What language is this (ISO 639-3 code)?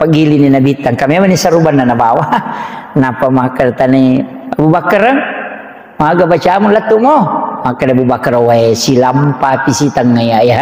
bug